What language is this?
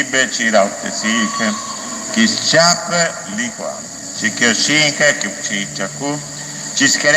Kekchí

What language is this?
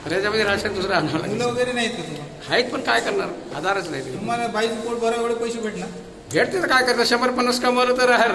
Marathi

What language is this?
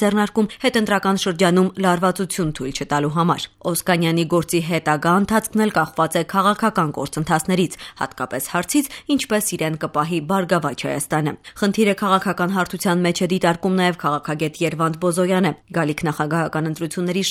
Armenian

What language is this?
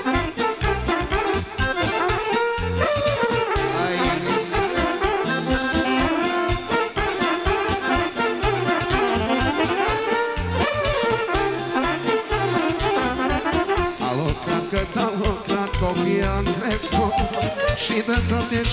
Romanian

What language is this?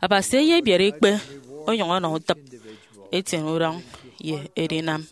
Efik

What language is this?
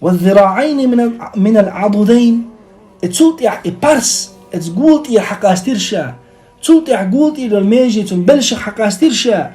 Chechen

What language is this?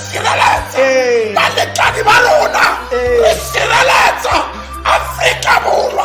Tswana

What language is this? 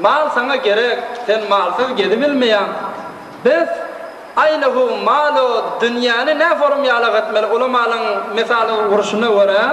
Turkmen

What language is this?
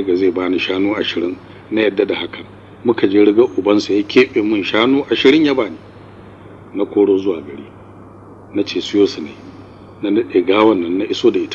Hausa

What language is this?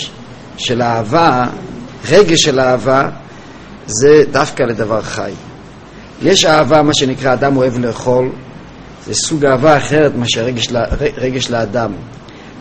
Hebrew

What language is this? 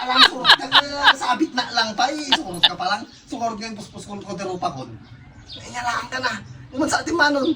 Iloko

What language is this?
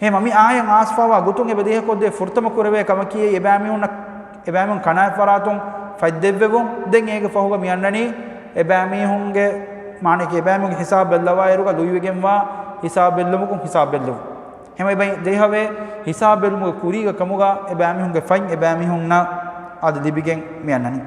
Divehi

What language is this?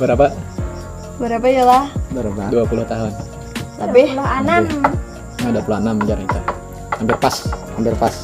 Banjar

